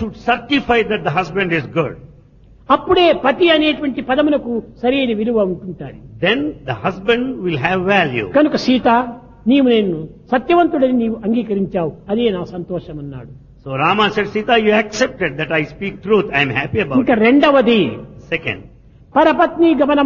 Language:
Telugu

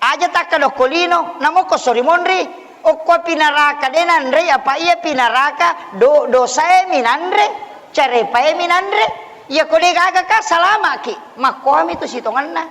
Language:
Buginese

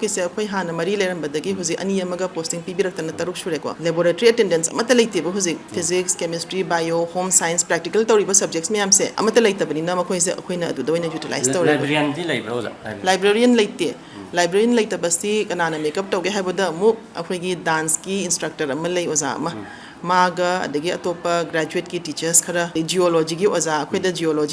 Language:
Manipuri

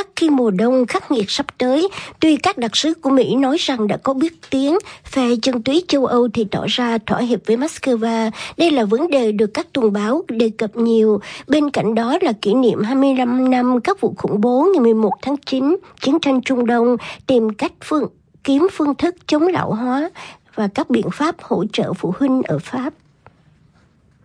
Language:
Vietnamese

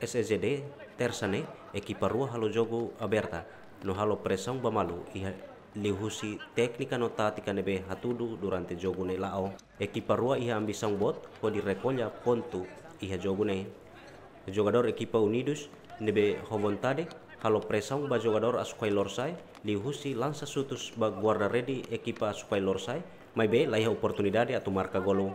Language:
Tetum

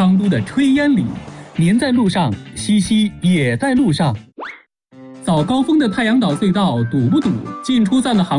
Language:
Chinese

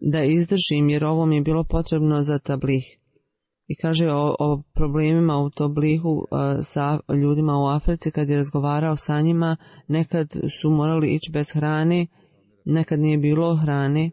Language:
Bosnian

